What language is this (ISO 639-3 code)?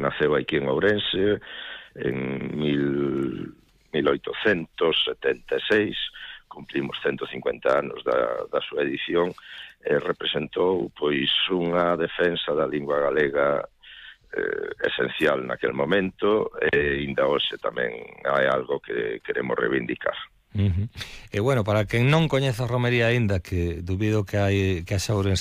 glg